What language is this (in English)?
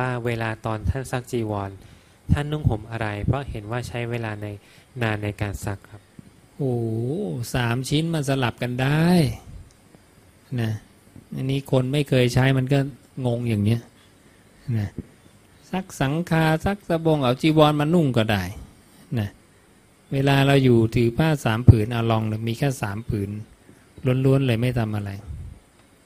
Thai